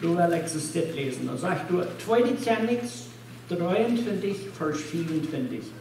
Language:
Plautdietsch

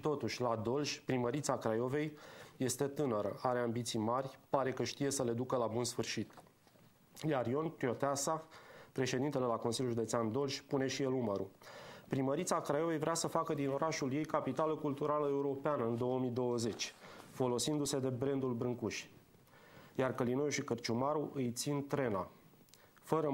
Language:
Romanian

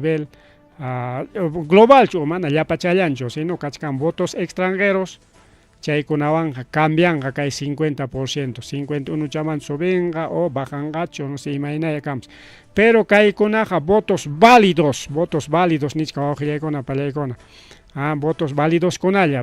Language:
Ayacucho Quechua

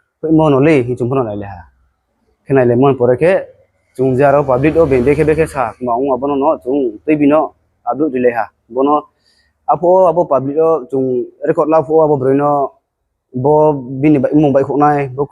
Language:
Riang (India)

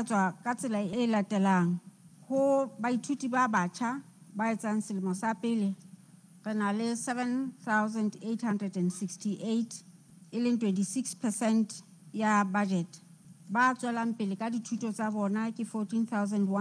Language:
Southern Sotho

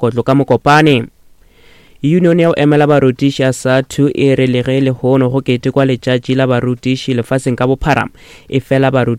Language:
Northern Sotho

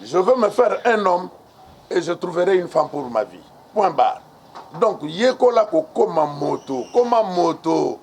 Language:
Lingala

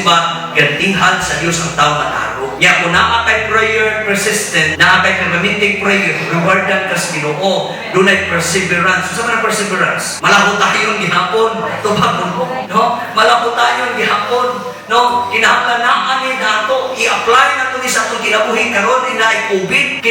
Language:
Cebuano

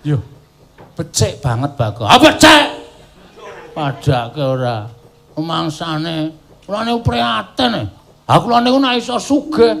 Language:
Javanese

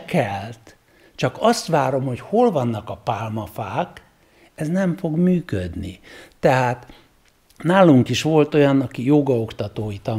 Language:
Hungarian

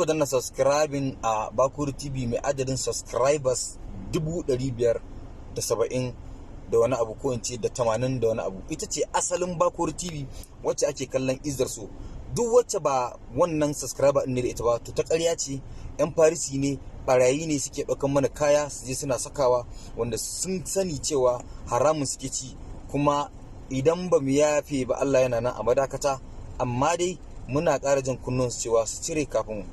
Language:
Hausa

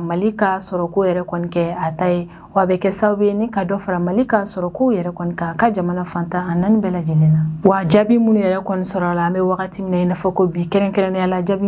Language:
Bambara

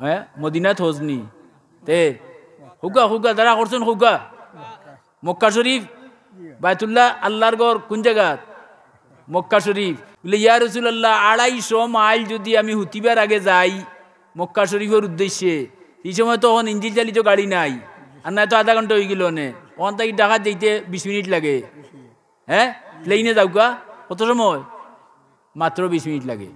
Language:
Sylheti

